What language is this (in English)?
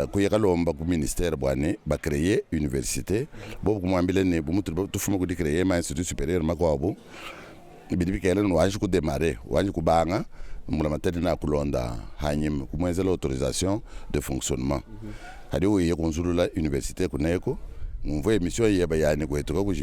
Luba-Lulua